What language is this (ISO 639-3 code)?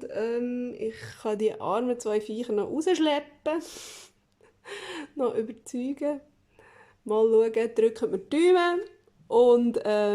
gsw